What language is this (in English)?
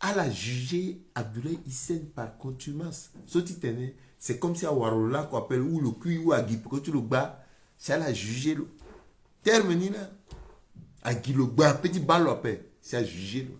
Sango